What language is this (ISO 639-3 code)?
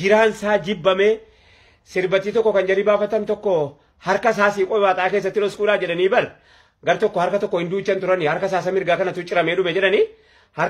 orm